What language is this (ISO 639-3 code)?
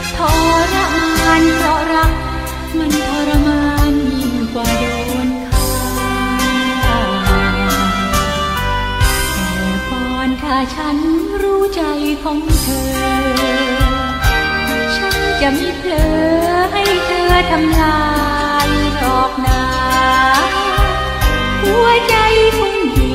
tha